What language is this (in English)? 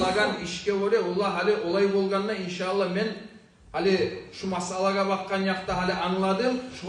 Kumyk